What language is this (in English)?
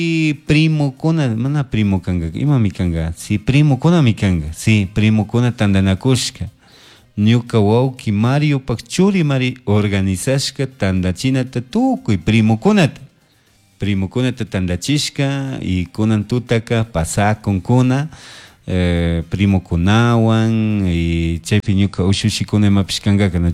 Chimborazo Highland Quichua